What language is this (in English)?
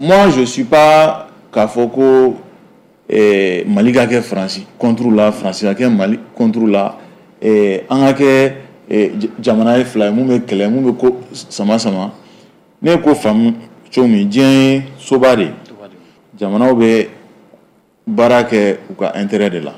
Bambara